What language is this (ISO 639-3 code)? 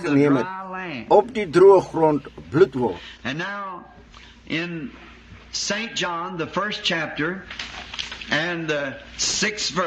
afr